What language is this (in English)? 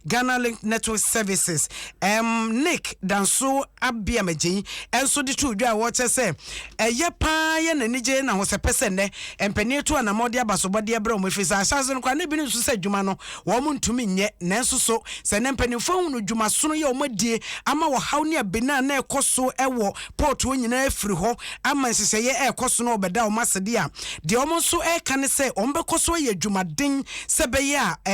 Akan